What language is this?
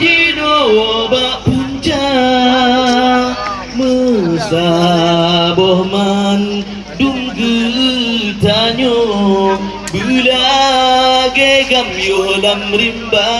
Achinese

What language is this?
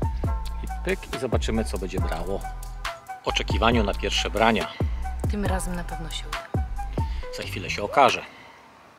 Polish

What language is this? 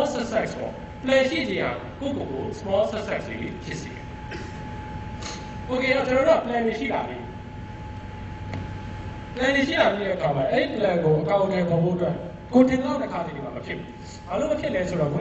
Burmese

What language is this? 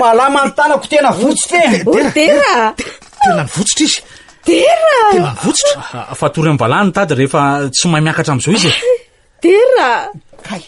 Malagasy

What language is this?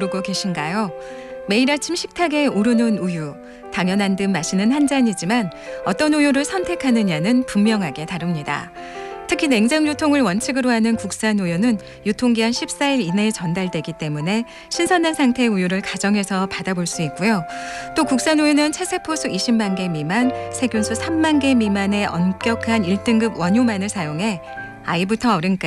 Korean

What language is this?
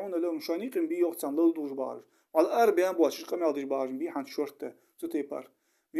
Ingush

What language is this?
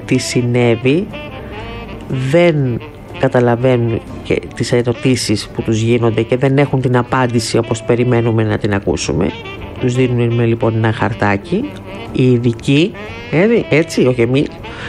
Greek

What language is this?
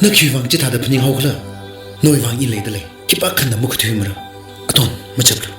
Tangkhul Naga (India)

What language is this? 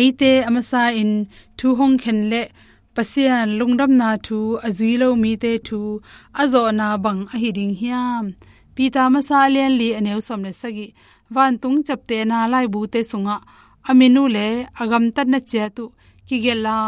Tedim Chin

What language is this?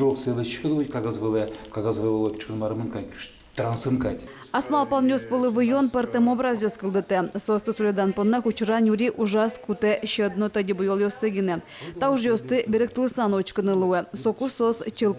Udmurt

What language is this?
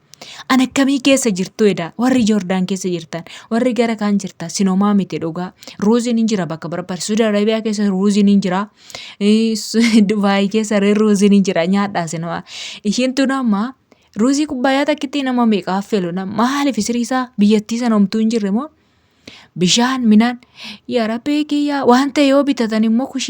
Oromo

